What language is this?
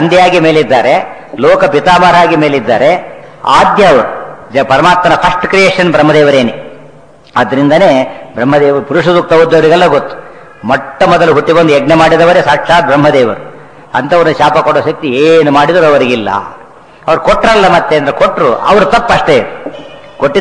Kannada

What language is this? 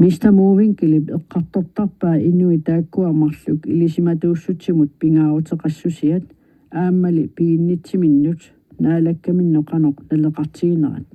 Kalaallisut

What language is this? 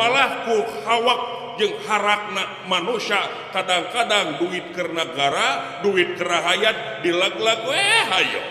Sundanese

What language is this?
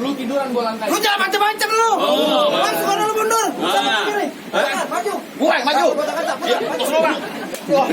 Betawi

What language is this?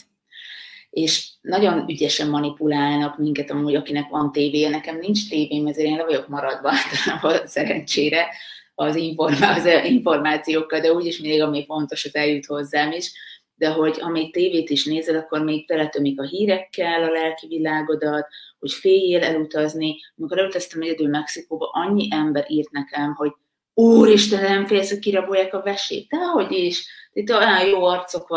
Hungarian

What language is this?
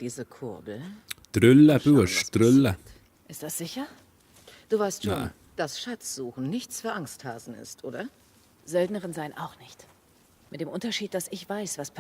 Swiss German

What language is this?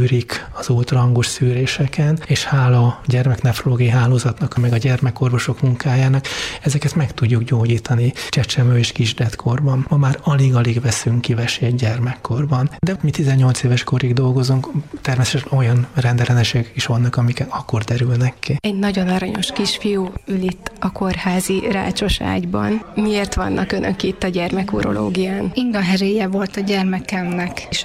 Hungarian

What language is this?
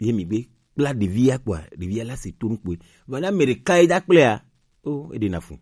Gen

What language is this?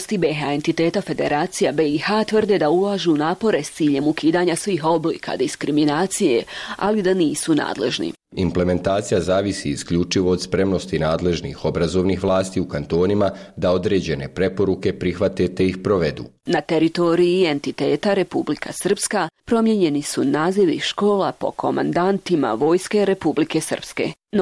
Bosnian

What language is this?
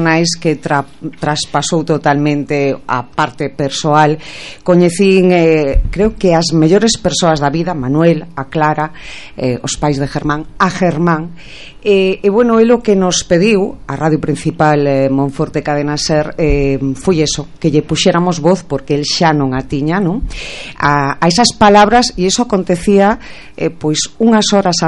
Galician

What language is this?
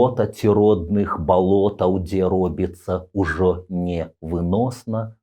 Belarusian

